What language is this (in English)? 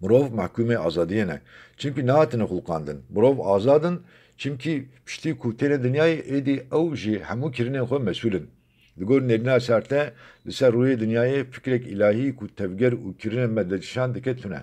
Kurdish